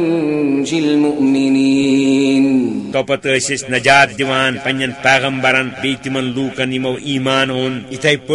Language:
Kashmiri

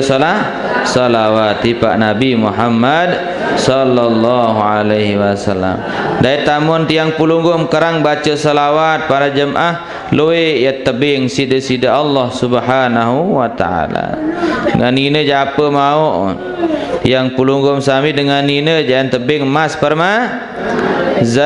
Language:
Sasak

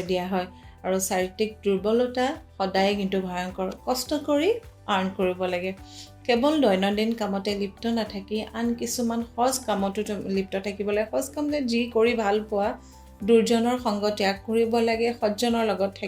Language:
Assamese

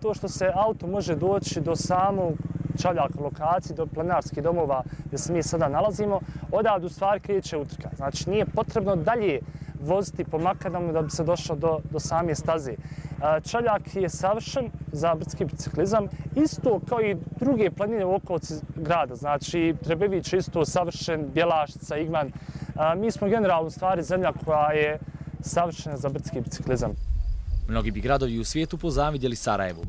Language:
Bosnian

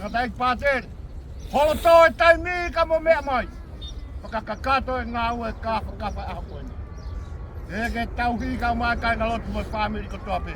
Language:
Tongan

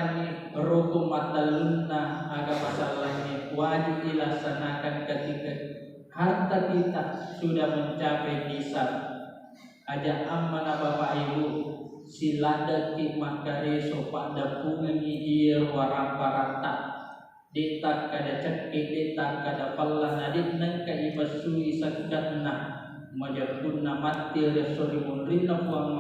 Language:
Buginese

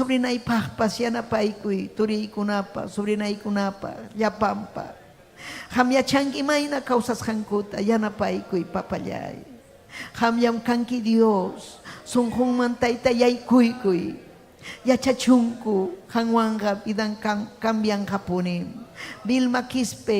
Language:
Ayacucho Quechua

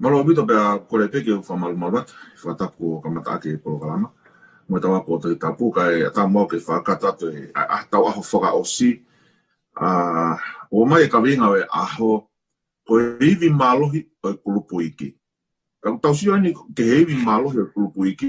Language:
Tongan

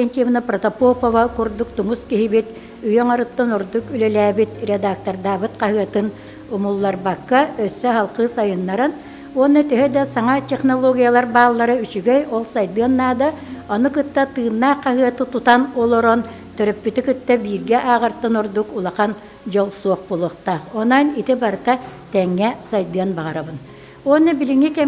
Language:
Yakut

